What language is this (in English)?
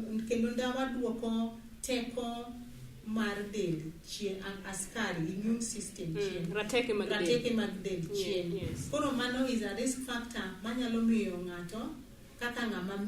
Luo (Kenya and Tanzania)